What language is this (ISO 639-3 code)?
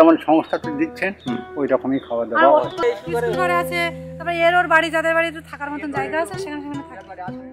ben